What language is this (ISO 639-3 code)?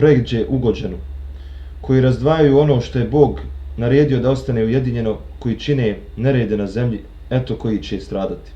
bos